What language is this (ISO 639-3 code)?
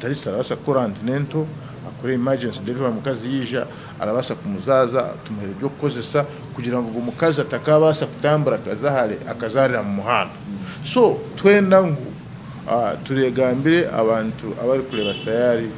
nyn